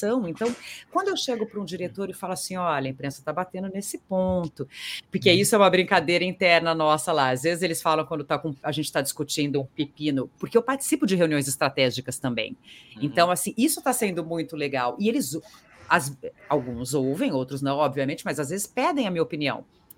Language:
Portuguese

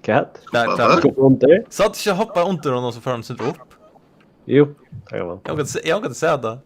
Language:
Faroese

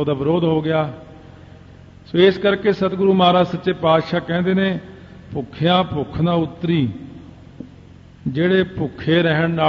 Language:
Punjabi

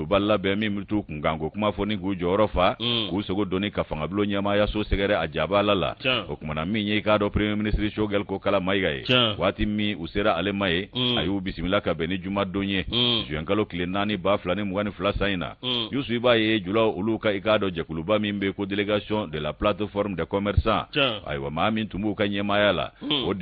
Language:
Bambara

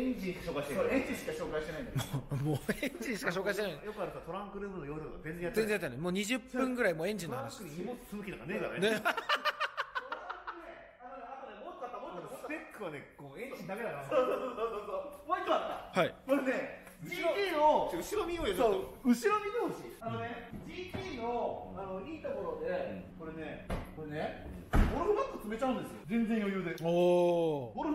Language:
Japanese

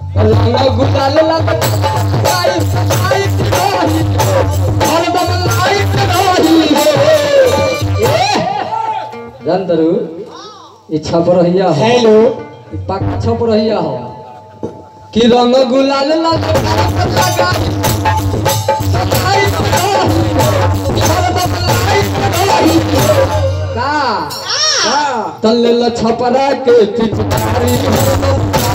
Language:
Bhojpuri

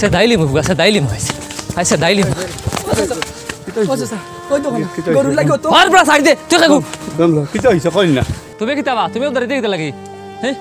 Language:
Sylheti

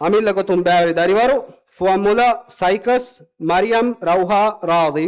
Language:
Divehi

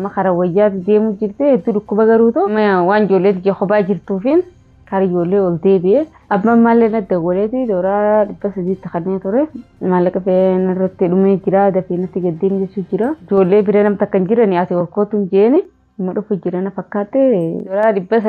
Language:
Oromo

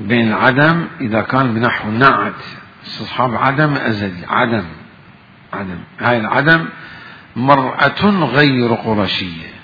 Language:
Mesopotamian Arabic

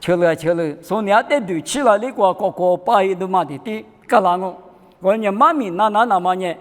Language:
Lisu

